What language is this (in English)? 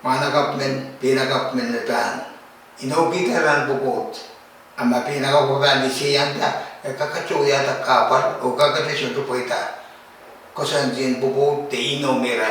Pohnpeian